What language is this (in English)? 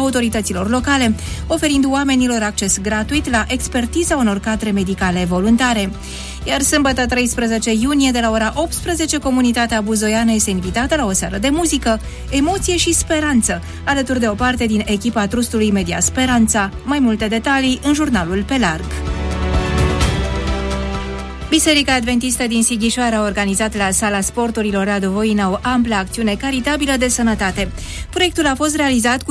Romanian